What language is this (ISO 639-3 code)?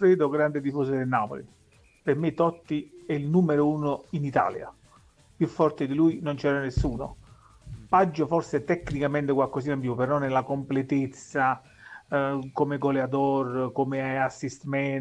ita